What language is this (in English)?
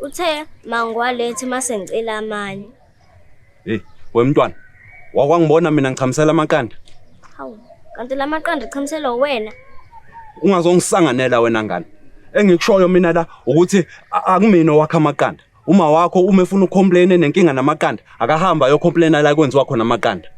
Zulu